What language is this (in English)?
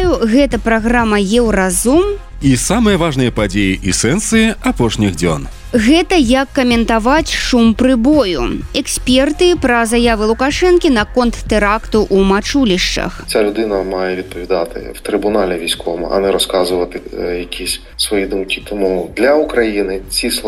Belarusian